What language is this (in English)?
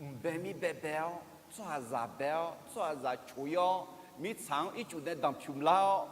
Akha